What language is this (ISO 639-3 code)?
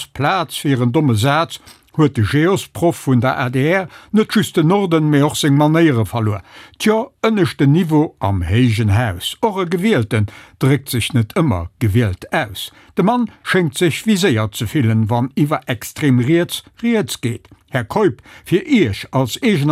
ltz